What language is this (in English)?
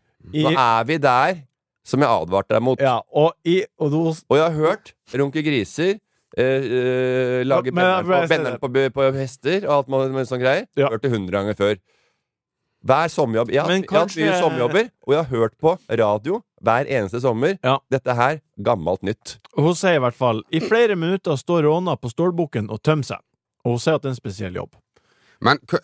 Norwegian